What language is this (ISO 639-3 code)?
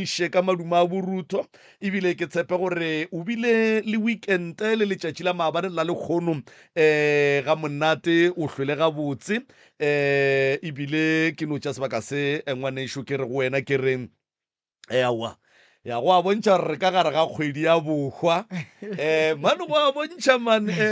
nso